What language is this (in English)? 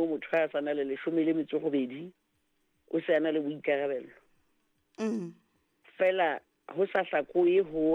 Southern Sotho